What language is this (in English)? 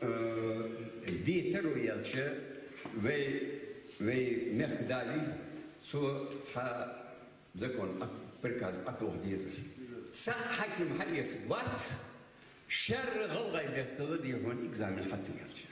Ingush